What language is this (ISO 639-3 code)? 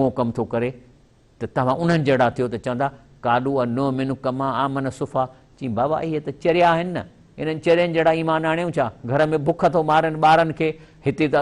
snd